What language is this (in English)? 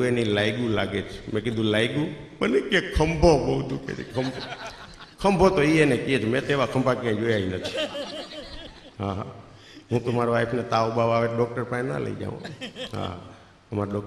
Gujarati